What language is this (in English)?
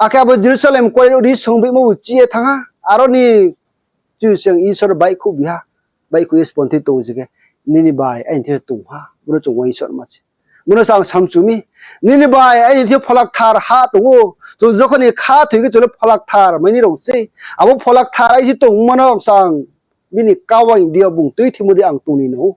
Riang (India)